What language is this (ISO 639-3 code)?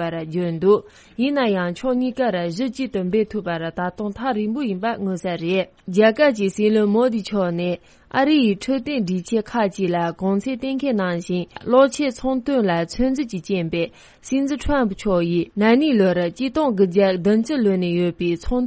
bod